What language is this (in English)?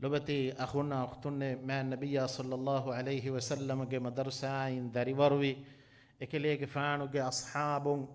Divehi